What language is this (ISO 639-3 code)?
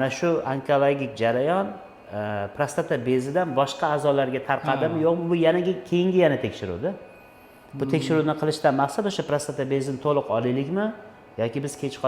uzb